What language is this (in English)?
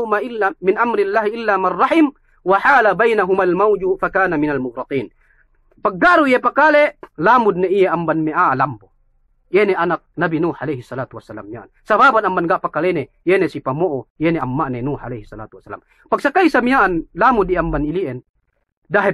Yakan